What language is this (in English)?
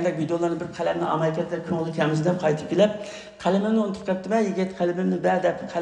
Uyghur